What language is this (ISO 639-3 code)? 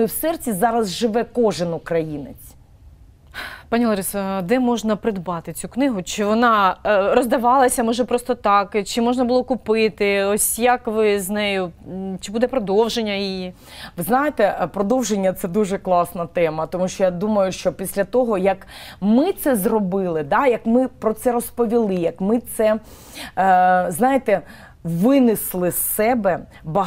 ukr